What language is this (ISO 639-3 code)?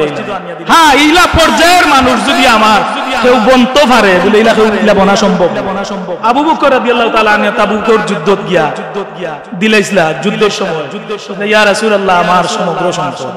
syl